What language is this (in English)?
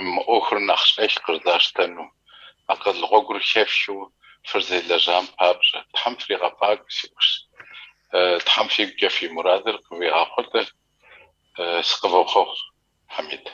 Kabardian